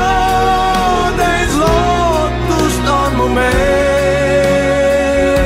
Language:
Estonian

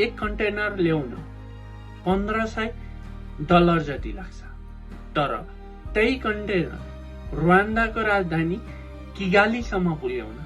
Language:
Nepali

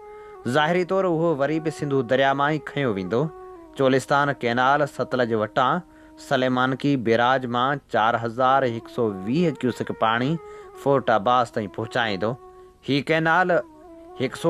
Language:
Sindhi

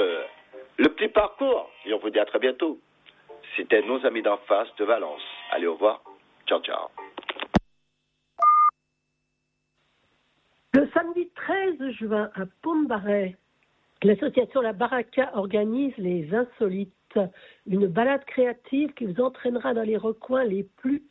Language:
French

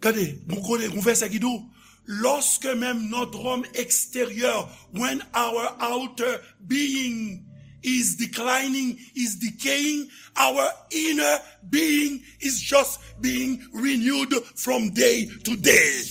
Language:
Haitian Creole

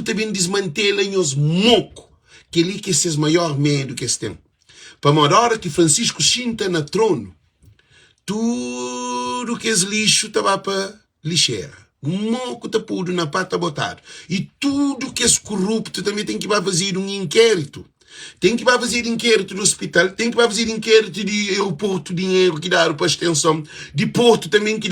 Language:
Kabuverdianu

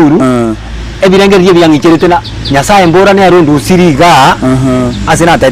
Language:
Gusii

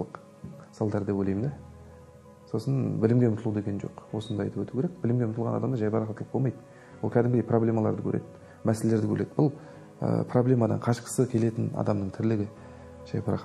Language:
Kazakh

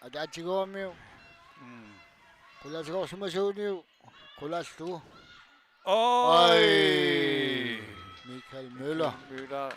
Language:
Kalaallisut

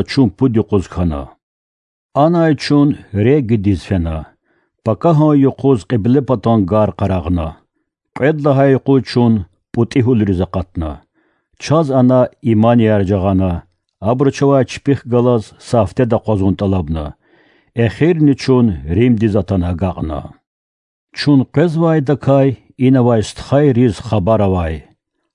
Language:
Lezghian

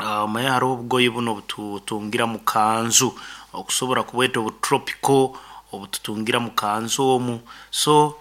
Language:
Nyoro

